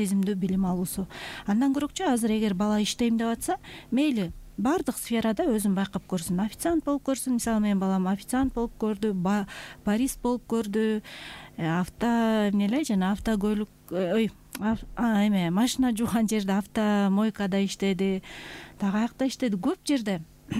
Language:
Kyrgyz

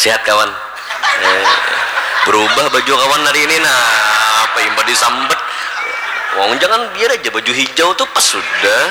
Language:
Banjar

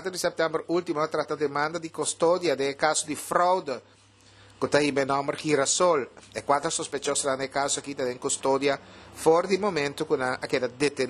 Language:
Papiamento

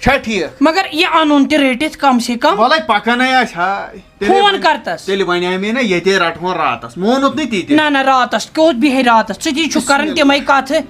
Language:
Kashmiri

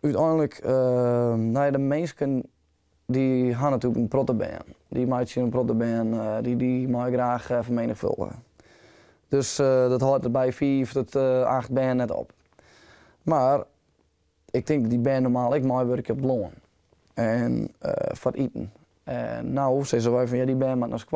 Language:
Western Frisian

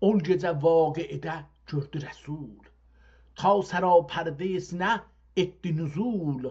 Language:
South Azerbaijani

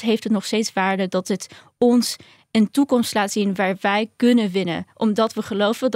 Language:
Dutch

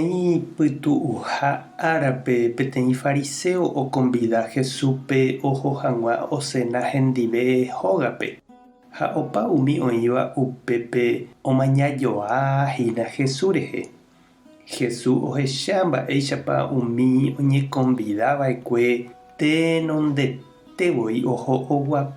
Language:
Guarani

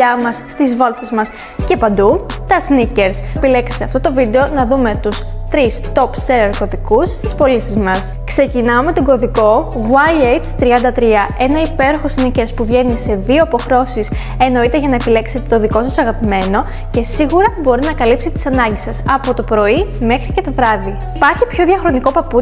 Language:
Greek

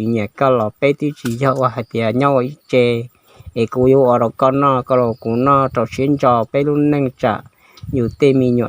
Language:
Hmong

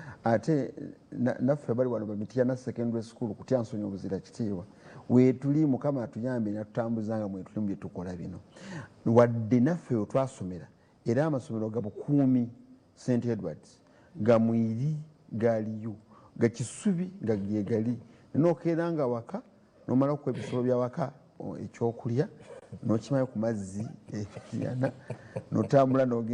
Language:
Ganda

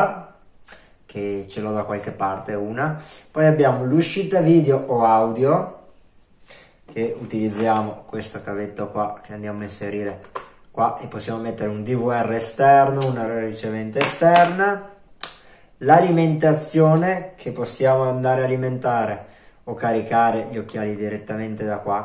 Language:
Italian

